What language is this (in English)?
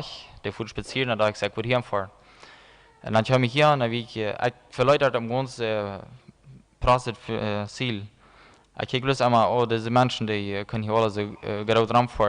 Plautdietsch